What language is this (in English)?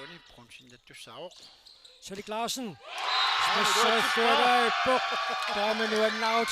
Kalaallisut